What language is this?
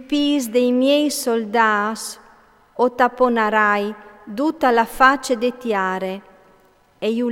Friulian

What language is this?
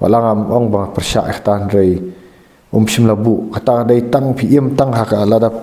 Khasi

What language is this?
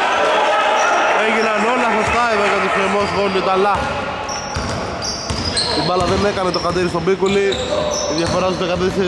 Greek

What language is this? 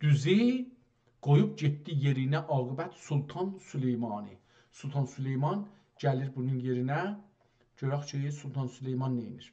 South Azerbaijani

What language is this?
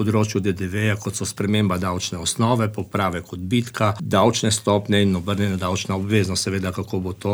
Slovenian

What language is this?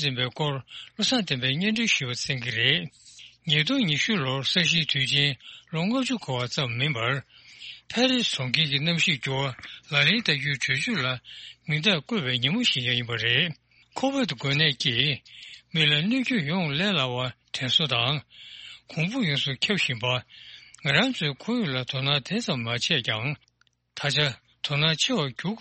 Tibetan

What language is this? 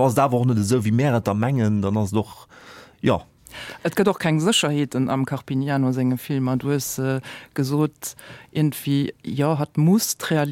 Luxembourgish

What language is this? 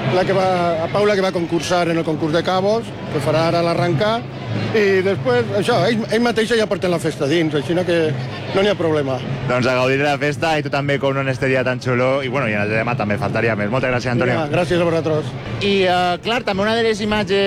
Catalan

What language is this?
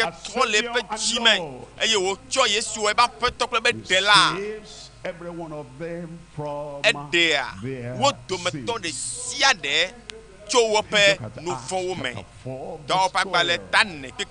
Ewe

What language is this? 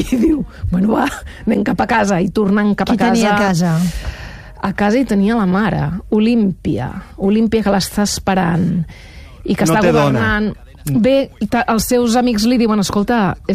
Catalan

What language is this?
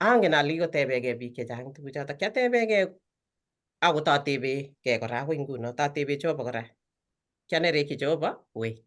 Kalenjin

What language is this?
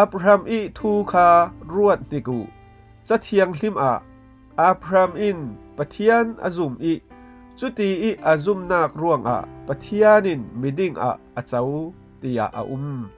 Falam Chin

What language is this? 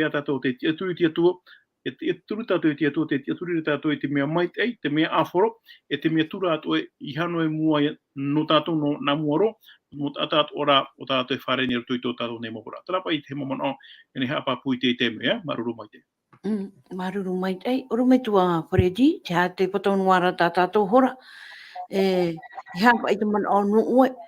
Tahitian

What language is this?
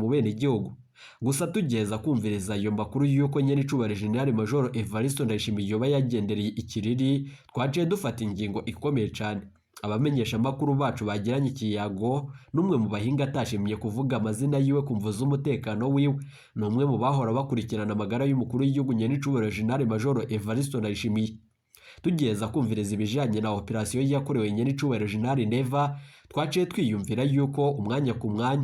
Rundi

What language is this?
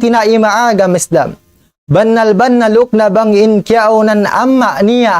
Tausug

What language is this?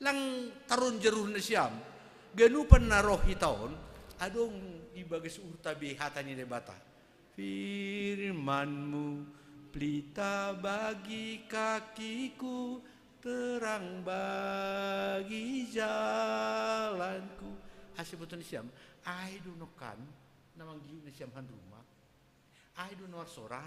Batak Simalungun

